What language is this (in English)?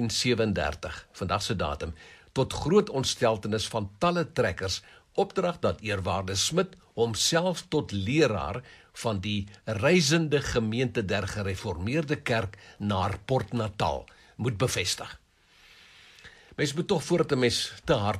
Afrikaans